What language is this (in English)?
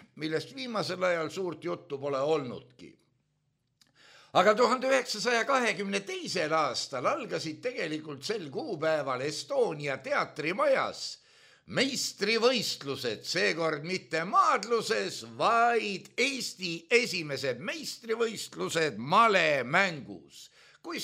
Estonian